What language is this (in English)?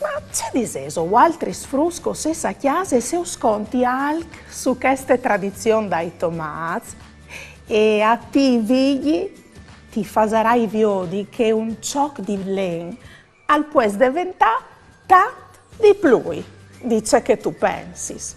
Friulian